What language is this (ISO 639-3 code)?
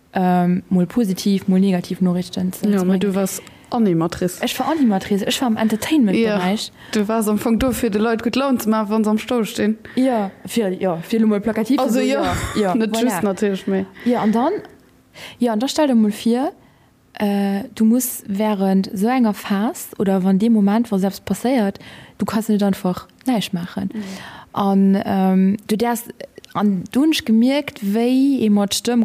ltz